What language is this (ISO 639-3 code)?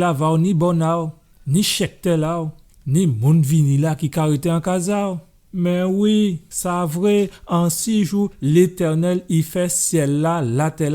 gcf